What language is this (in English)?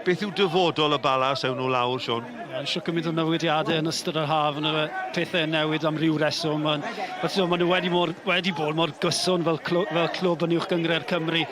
Welsh